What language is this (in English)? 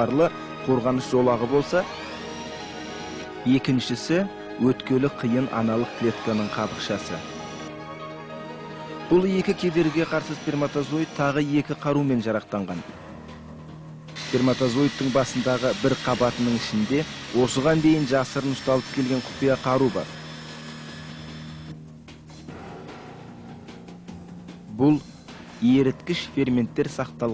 Kazakh